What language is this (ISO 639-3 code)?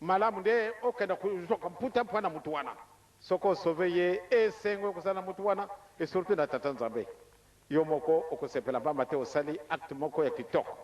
lin